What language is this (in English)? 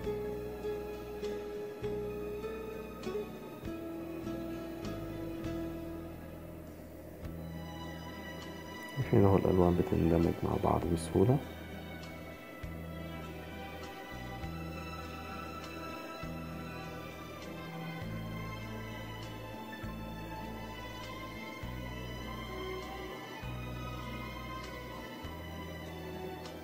Egyptian Arabic